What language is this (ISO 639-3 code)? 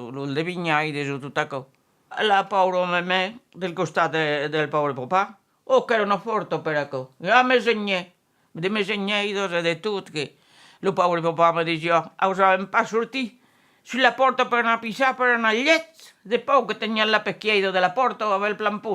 oci